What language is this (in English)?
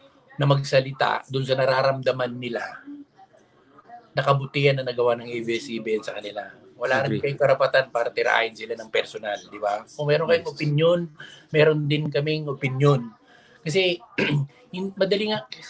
Filipino